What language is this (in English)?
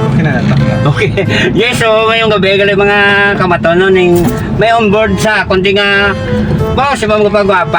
Hiligaynon